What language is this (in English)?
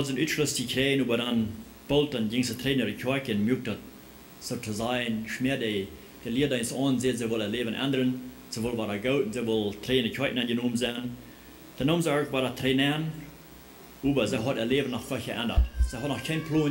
Plautdietsch